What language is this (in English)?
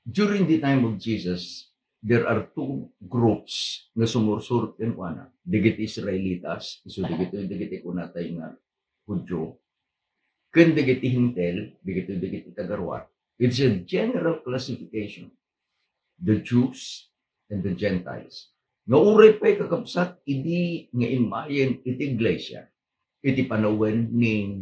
Iloko